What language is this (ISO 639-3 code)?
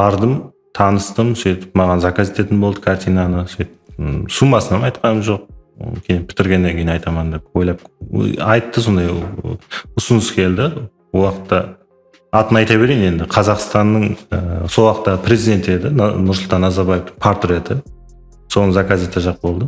kaa